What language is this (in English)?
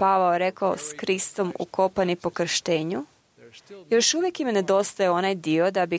Croatian